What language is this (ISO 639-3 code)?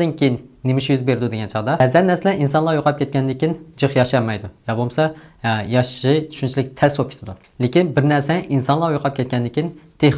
uig